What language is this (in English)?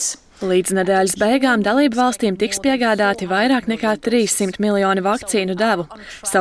Latvian